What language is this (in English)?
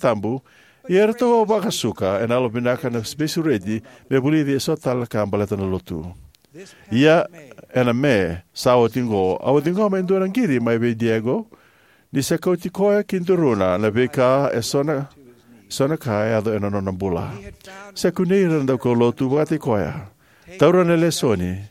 Fijian